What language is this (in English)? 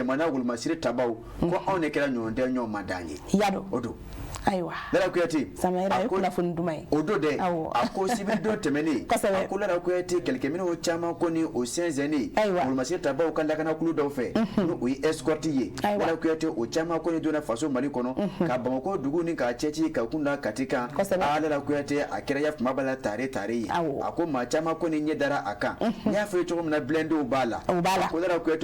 Bambara